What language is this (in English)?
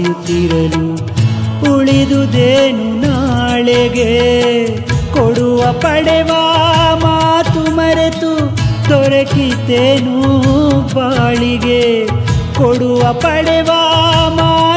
Kannada